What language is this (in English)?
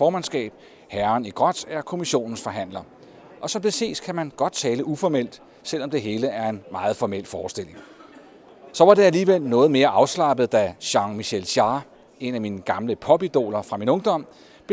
Danish